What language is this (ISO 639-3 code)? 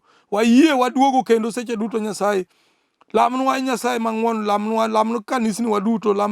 luo